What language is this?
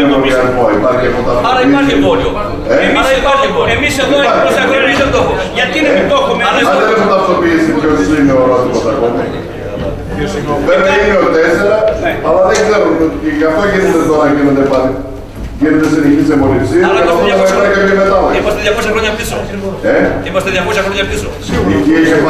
Greek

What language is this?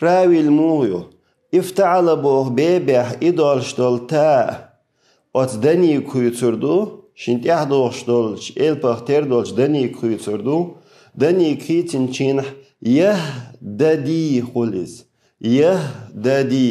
Chechen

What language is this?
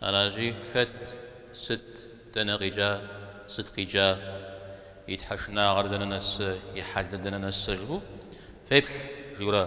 Kabardian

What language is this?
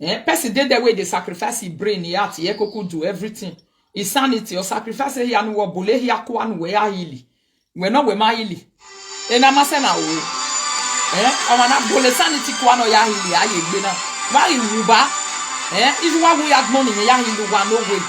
Nigerian Pidgin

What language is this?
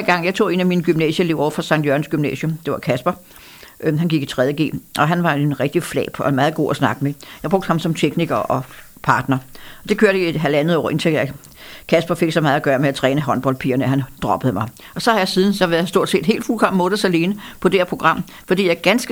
Danish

